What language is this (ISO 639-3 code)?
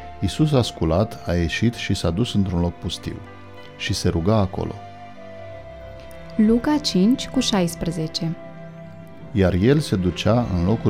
ron